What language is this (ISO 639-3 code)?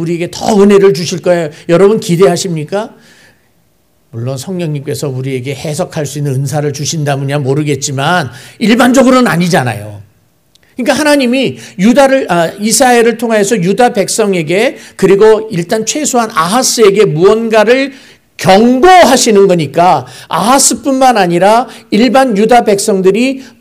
kor